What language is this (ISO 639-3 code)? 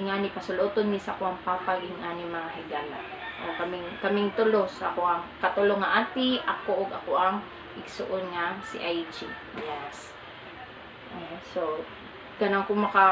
ceb